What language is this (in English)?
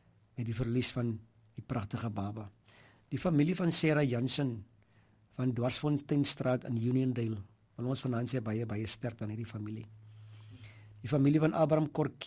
Afrikaans